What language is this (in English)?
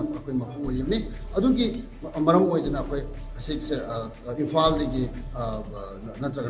Manipuri